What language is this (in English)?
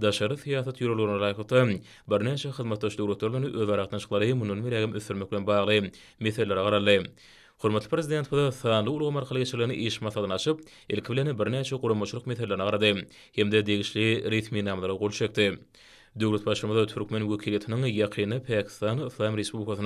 Turkmen